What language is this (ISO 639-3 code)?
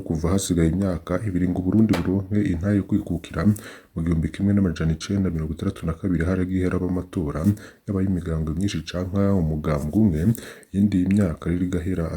run